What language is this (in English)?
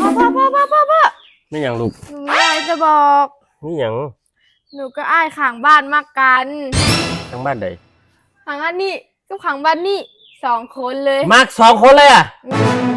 Northeastern Thai